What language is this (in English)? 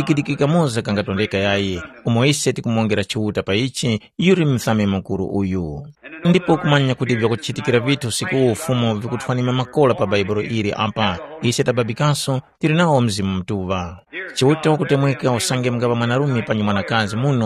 Tumbuka